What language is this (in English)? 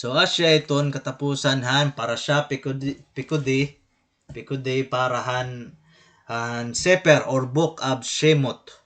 Waray